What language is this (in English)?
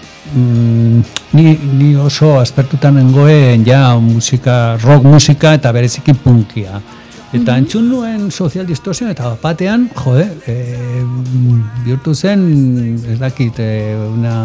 Basque